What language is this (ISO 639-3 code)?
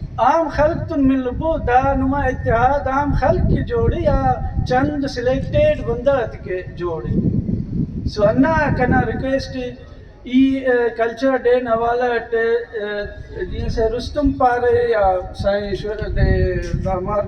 brh